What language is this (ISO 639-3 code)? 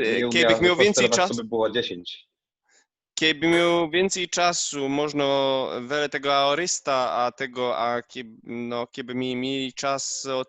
szl